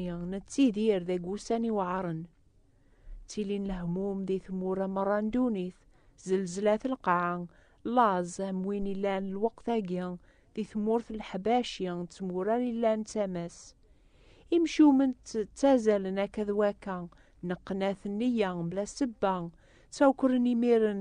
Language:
Kabyle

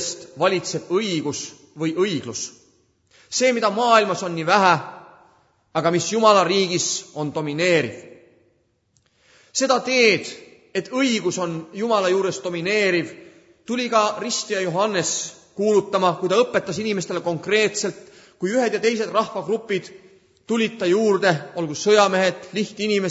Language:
Estonian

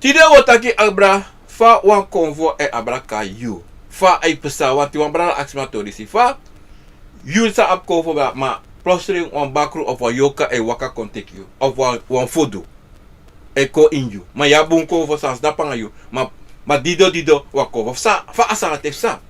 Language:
Sranan Tongo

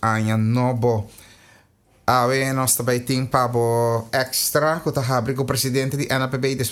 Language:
Papiamento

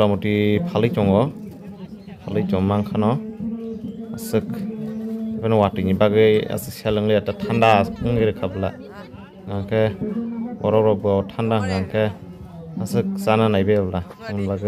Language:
Kok Borok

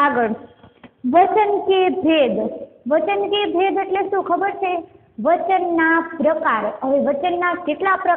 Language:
Gujarati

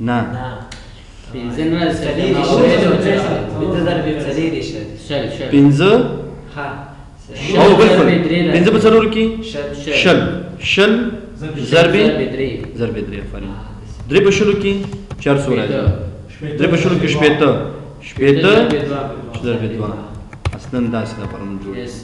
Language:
Pashto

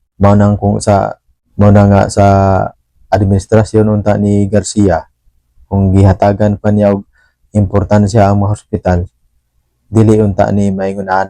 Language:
Cebuano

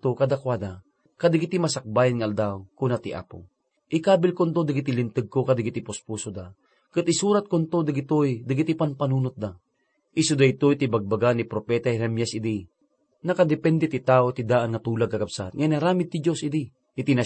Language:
Iloko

